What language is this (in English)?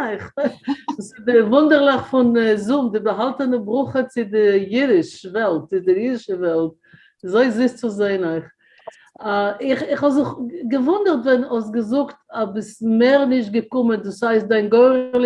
Yiddish